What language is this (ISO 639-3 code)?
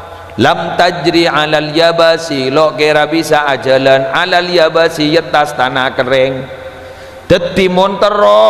mad